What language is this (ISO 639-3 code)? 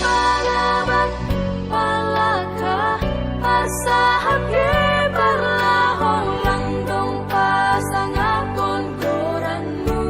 bts